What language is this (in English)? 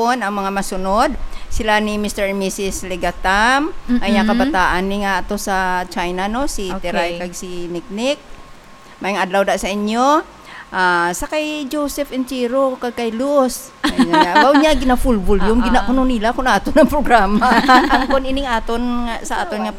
Hiligaynon